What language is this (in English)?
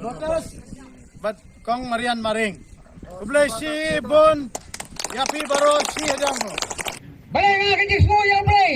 Khasi